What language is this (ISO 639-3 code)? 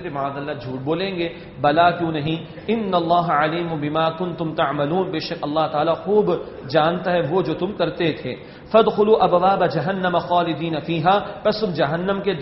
urd